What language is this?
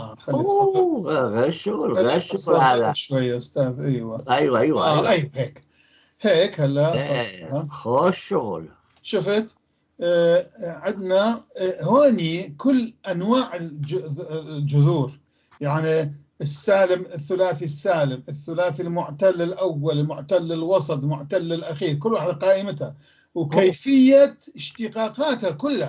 North Levantine Arabic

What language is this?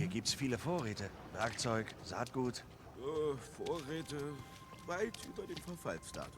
Swiss German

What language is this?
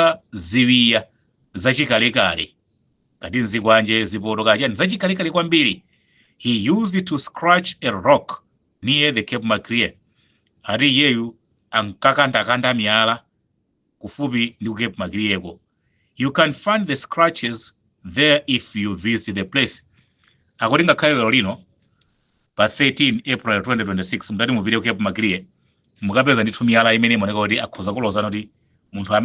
Nyanja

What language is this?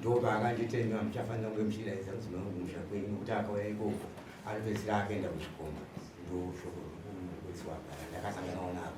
Shona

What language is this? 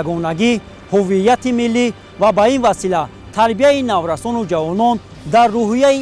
Tajik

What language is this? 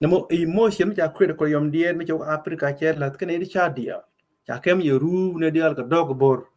Nuer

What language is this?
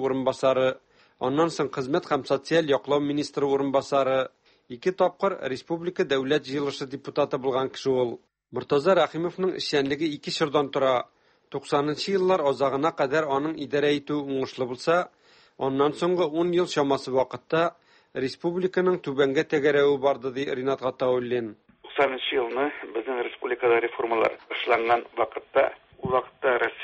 Tatar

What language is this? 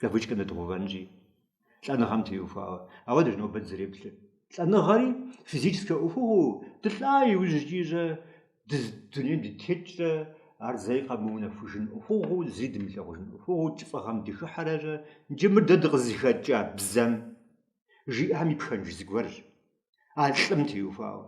Kabardian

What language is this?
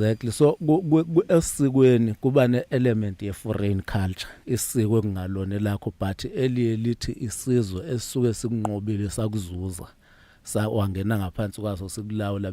Zulu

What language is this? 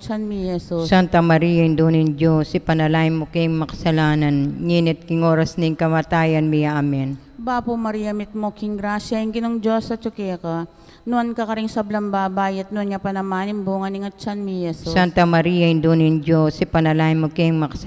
Pampanga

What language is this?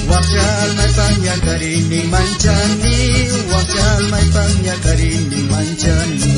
South Bolivian Quechua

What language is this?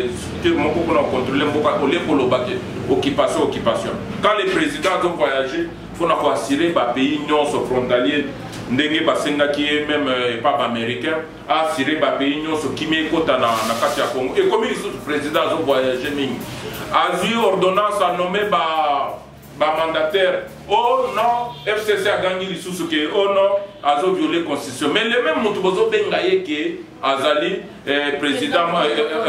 Lingala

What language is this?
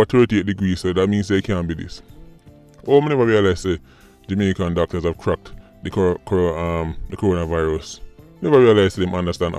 Jamaican Creole English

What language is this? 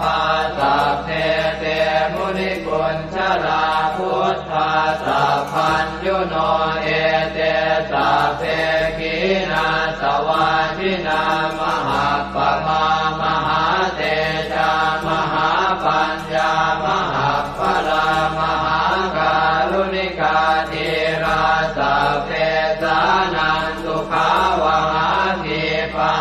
Pali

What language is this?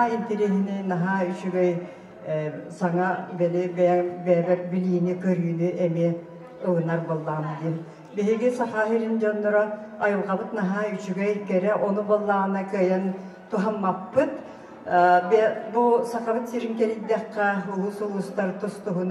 Yakut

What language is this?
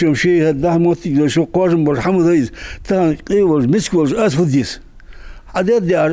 Ingush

